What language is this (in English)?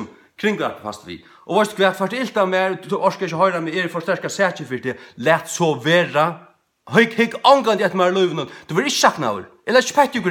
Faroese